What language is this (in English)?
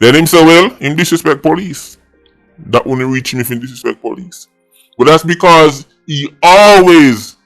Jamaican Creole English